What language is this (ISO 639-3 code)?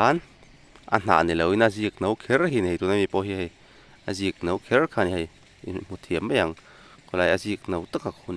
lus